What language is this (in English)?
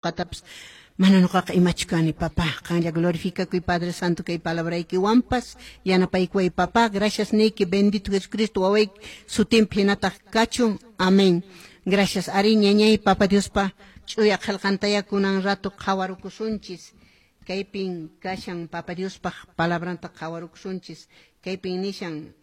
Quechua